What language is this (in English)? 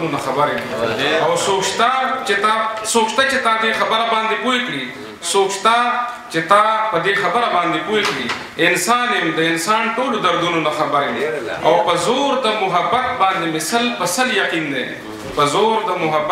Pashto